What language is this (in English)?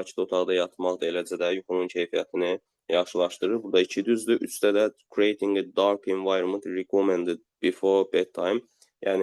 Azerbaijani